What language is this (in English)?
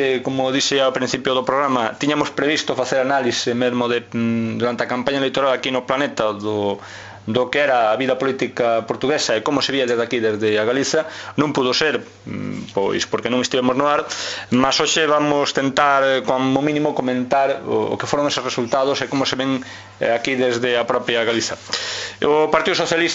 Galician